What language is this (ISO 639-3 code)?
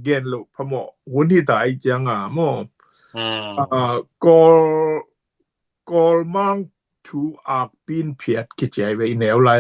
ctd